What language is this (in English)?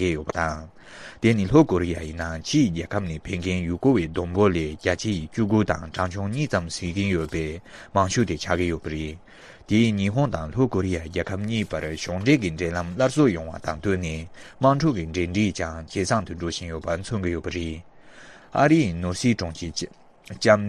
Tibetan